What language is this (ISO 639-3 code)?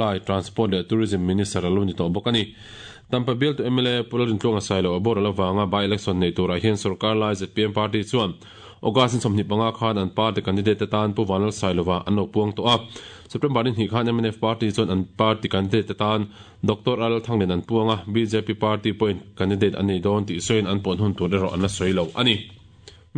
lus